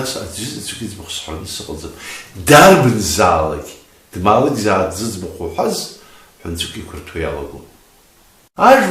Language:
Abkhazian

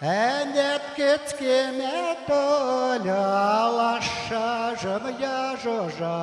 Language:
Western Mari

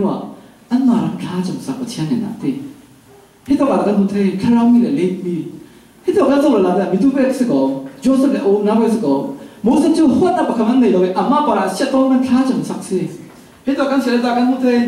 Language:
Falam Chin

